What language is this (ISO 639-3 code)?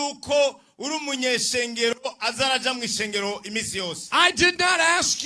run